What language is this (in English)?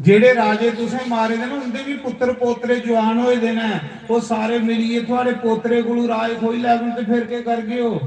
Dogri